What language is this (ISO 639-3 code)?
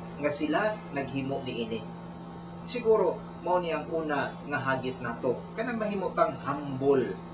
ceb